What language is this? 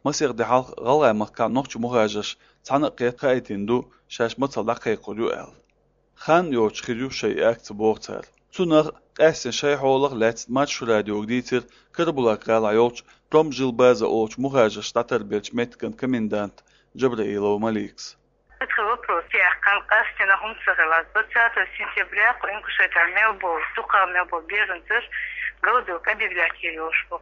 Chechen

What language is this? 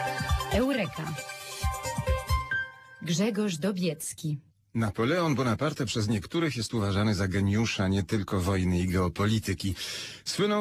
Polish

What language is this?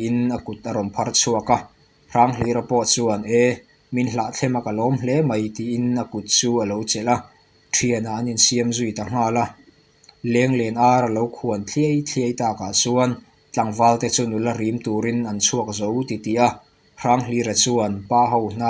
Mizo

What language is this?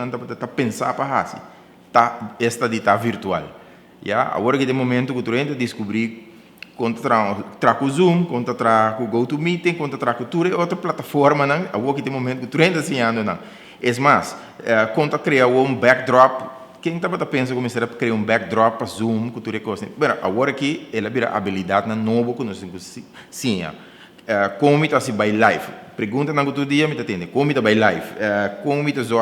Papiamento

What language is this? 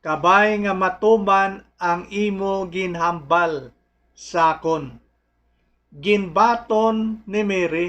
Hiligaynon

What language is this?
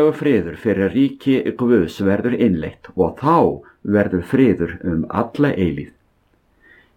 Icelandic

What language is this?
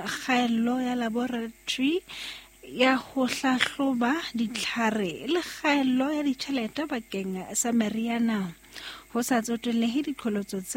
Southern Sotho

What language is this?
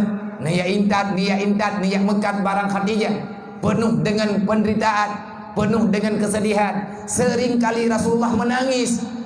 Achinese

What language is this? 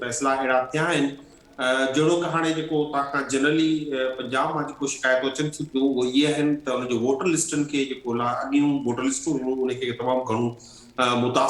Sindhi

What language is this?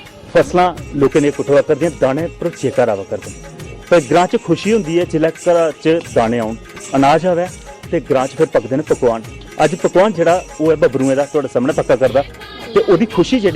Dogri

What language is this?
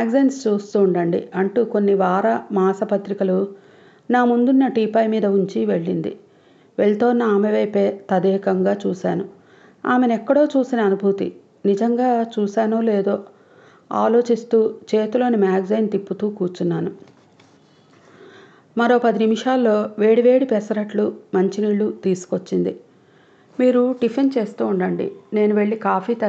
Telugu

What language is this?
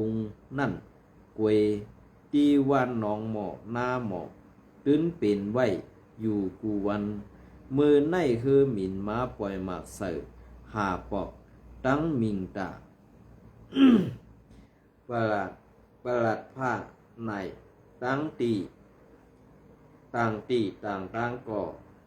Shan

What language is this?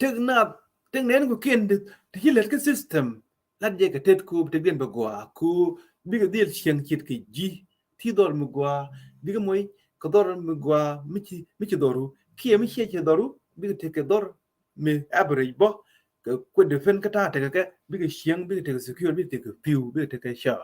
Nuer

